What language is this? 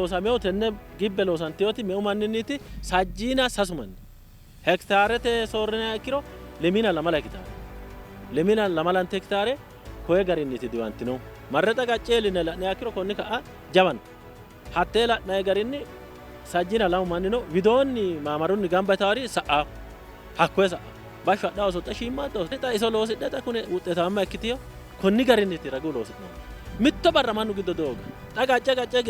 Sidamo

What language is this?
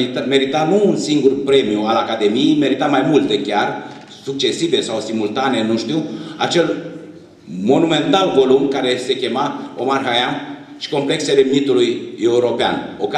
Romanian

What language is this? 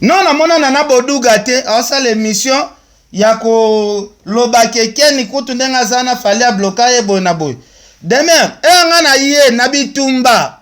Lingala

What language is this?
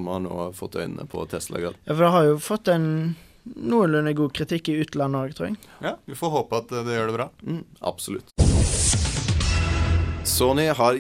Norwegian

